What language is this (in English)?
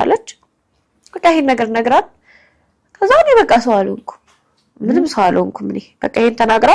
Amharic